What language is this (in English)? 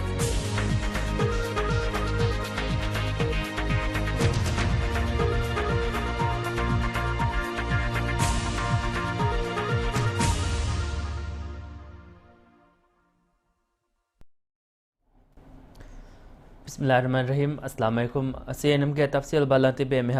Divehi